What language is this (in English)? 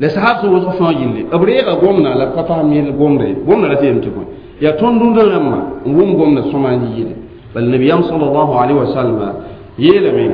Mossi